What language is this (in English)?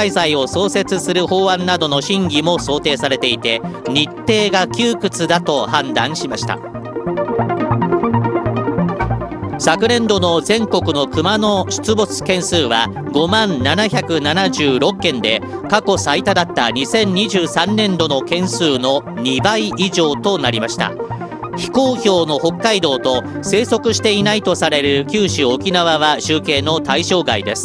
Japanese